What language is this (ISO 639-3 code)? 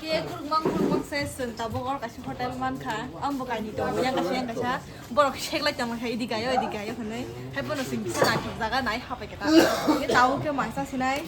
trp